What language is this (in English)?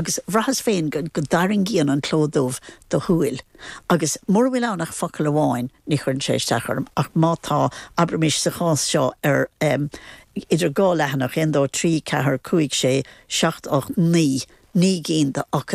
Irish